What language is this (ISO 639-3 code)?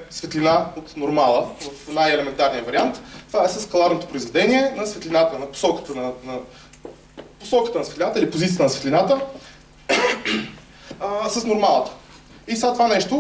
bul